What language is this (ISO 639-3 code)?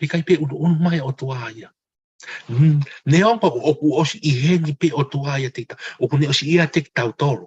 ton